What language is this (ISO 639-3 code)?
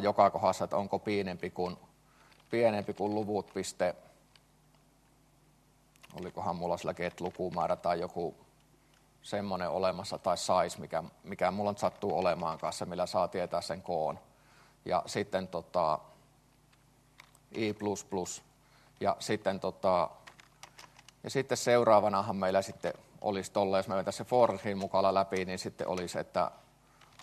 fin